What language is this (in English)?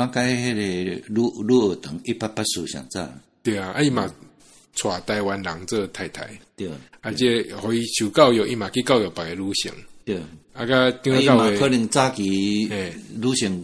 Min Nan Chinese